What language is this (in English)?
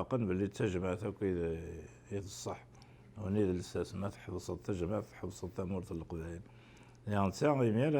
Kabyle